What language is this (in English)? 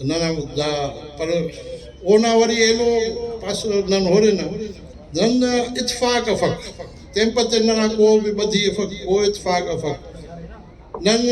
Brahui